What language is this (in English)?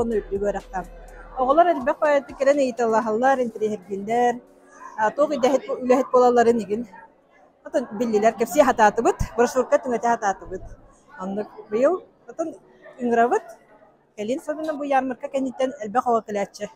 Yakut